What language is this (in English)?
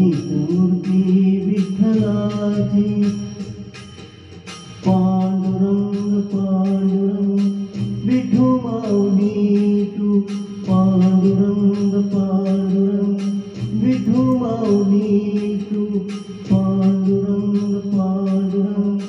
Marathi